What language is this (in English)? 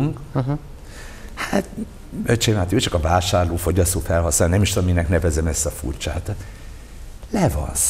Hungarian